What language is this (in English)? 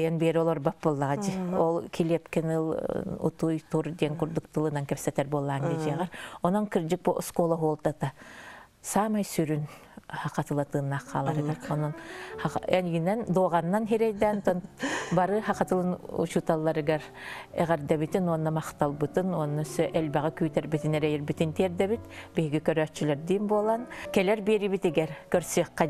Yakut